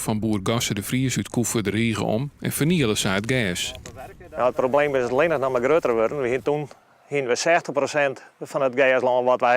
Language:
Western Frisian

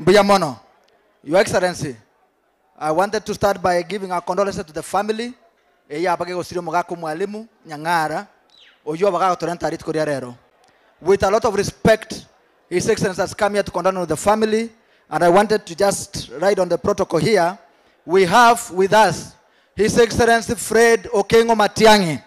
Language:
Gusii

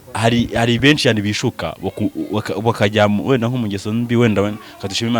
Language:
Kinyarwanda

